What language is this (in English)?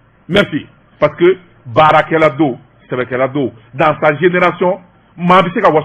Bambara